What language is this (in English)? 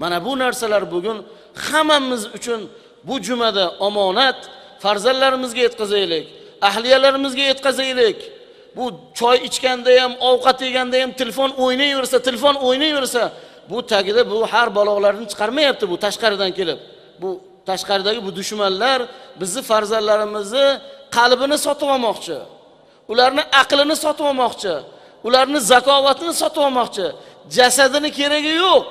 Uzbek